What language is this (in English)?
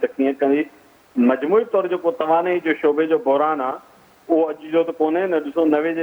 Sindhi